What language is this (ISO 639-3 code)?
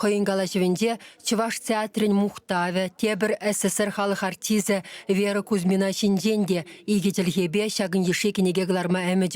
chv